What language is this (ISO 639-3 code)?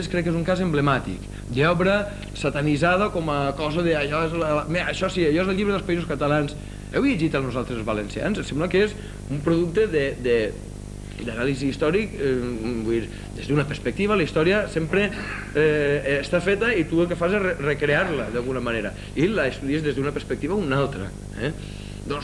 cat